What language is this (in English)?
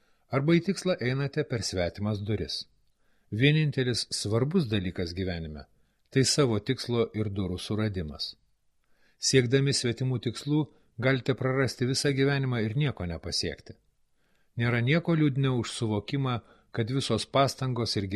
Lithuanian